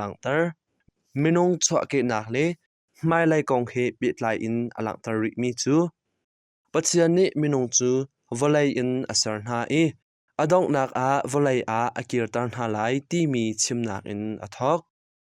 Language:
Hakha Chin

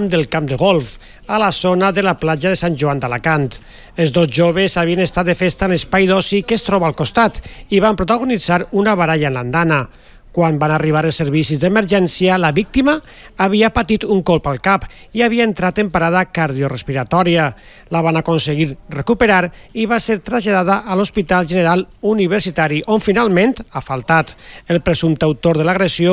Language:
Catalan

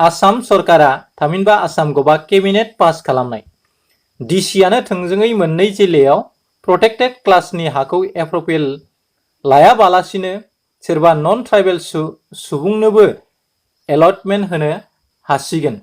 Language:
Bodo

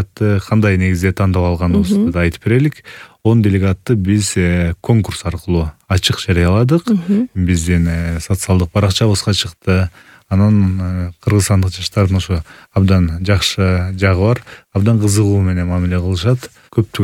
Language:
Kyrgyz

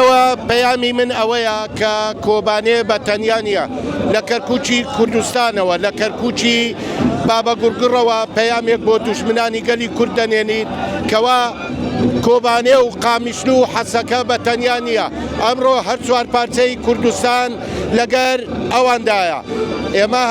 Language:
Central Kurdish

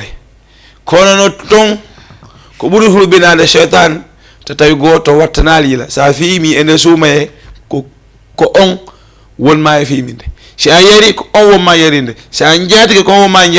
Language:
Fula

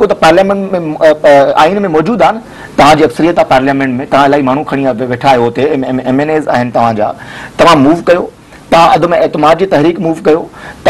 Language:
Sindhi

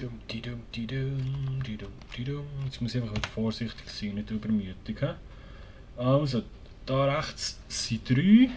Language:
Swiss German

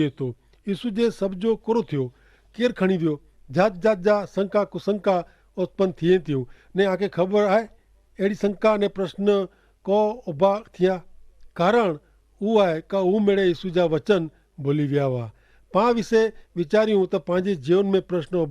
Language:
Kachhi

